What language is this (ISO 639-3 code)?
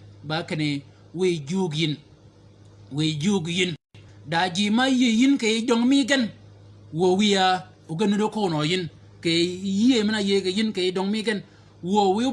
shk